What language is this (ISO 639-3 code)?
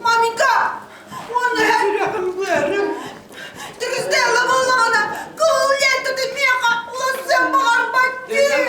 sah